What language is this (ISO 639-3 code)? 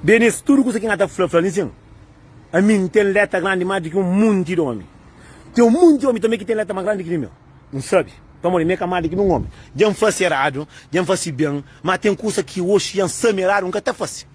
kea